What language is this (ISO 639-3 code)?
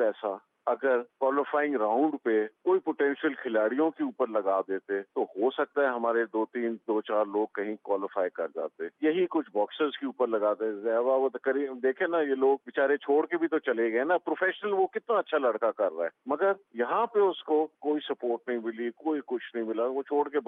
urd